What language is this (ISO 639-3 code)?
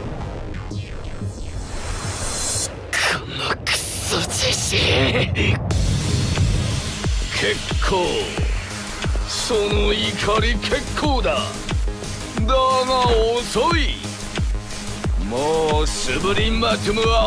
jpn